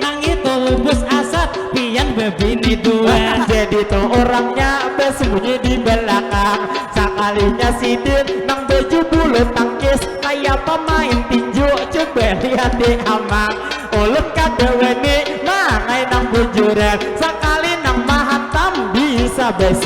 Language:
Banjar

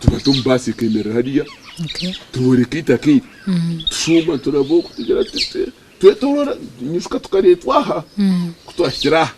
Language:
Nyankole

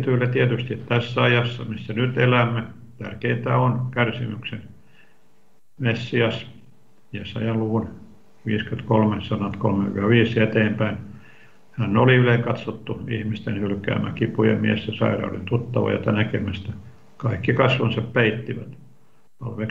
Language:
Finnish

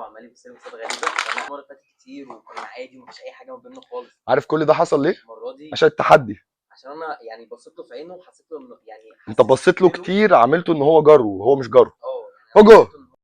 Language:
Egyptian Arabic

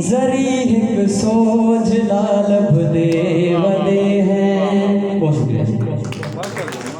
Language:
Saraiki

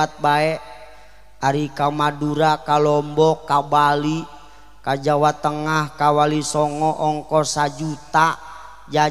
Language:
Sundanese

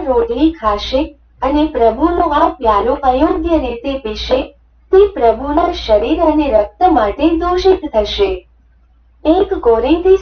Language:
Gujarati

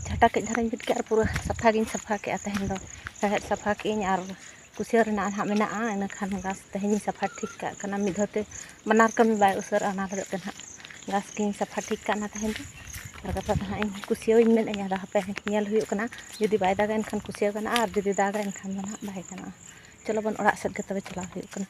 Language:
Santali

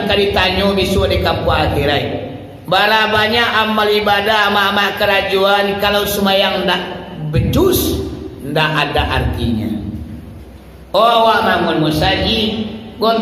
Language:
Minangkabau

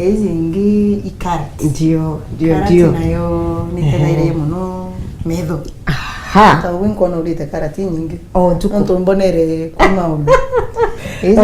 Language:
Meru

